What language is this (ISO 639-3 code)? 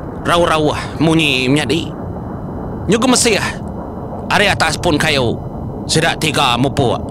iba